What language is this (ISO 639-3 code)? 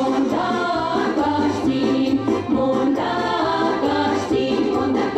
myv